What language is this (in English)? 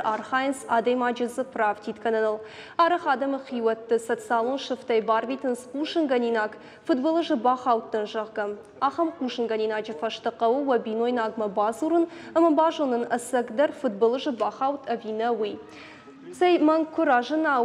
Ossetic